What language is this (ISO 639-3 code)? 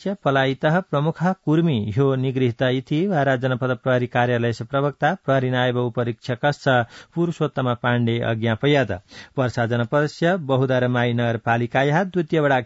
san